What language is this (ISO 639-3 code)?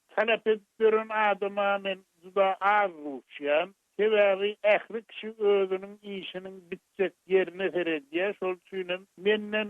tuk